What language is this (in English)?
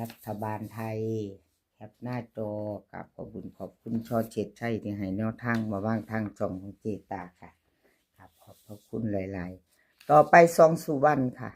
Northeastern Thai